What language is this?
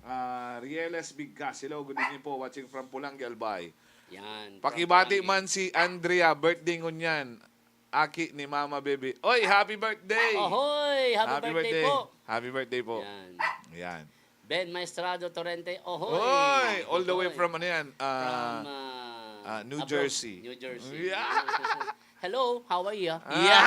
Bikol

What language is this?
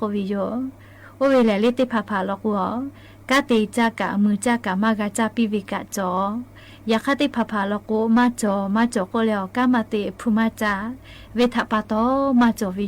Lahu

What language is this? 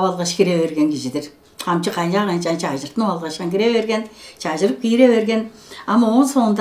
Tuvinian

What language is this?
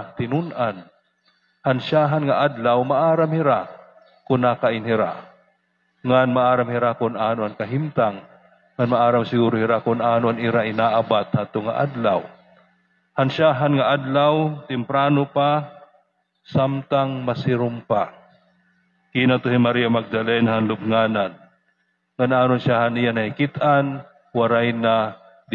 Waray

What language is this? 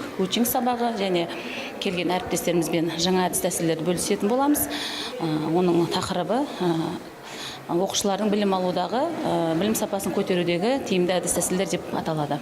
Kazakh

